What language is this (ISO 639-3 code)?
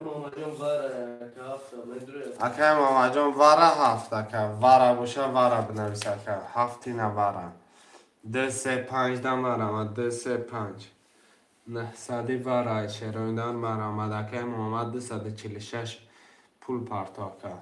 tgk